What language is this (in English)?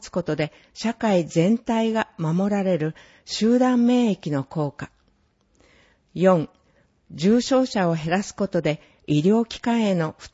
Japanese